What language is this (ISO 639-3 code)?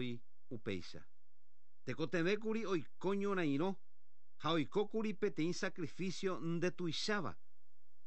grn